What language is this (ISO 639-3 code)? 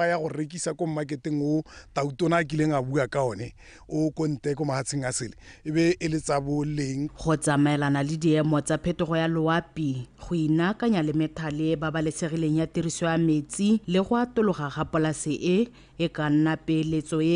tsn